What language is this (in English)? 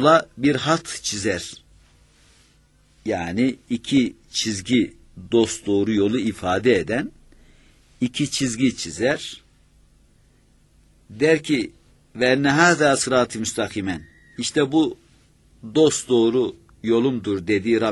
Turkish